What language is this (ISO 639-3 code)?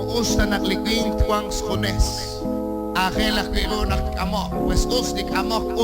kek